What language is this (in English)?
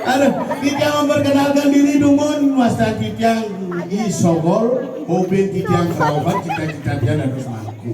Balinese